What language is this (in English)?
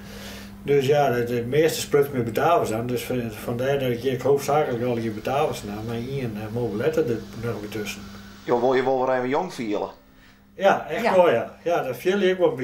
Western Frisian